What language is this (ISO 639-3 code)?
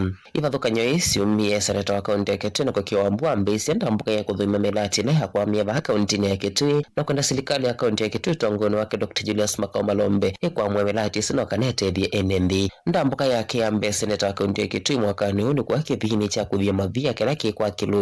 kam